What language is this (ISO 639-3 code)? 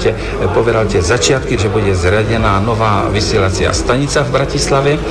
slk